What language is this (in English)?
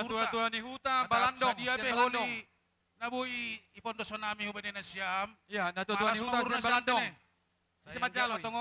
Batak Toba